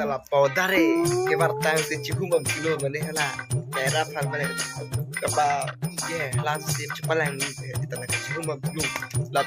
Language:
Karbi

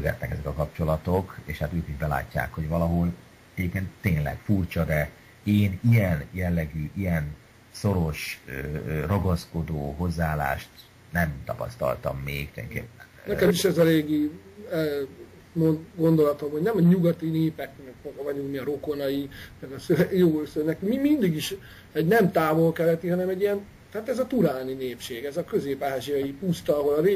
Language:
Hungarian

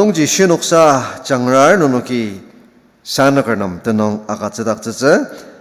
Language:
Ao Naga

